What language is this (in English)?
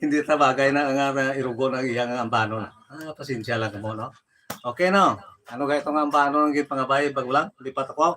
Hiligaynon